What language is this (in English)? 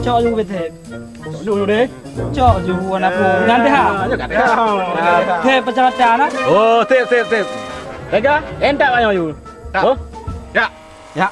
Achinese